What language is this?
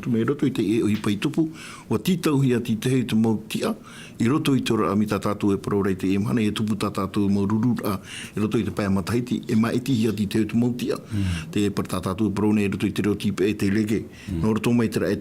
Tahitian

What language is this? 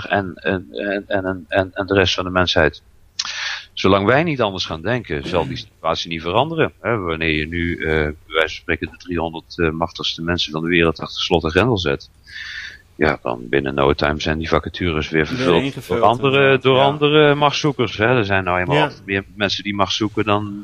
Dutch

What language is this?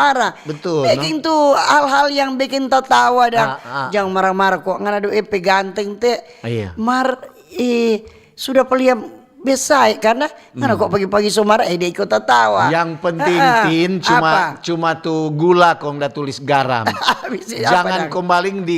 Manado Malay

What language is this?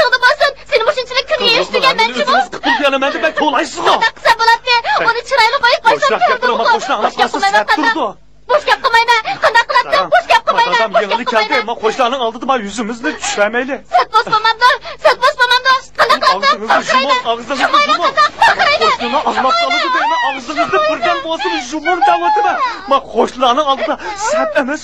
Uyghur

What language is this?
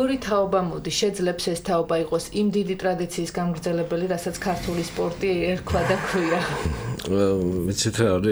Georgian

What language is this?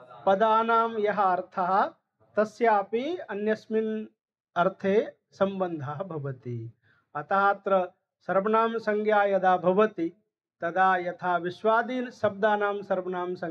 Sanskrit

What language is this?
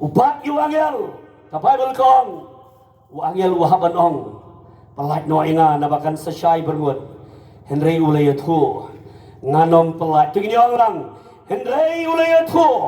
Khasi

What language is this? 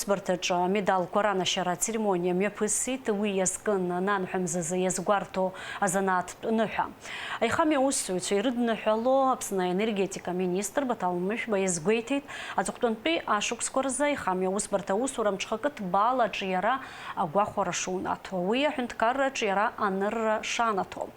Abkhazian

